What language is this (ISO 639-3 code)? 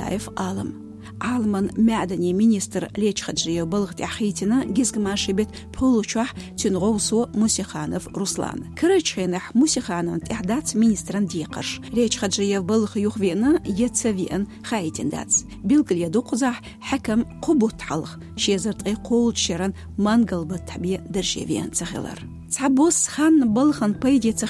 che